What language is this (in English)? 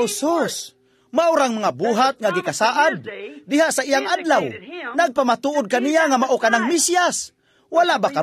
Cebuano